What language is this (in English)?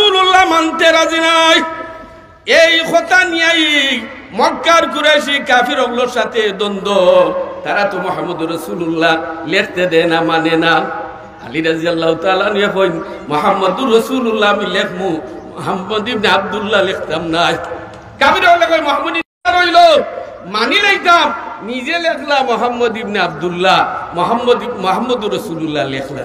Sylheti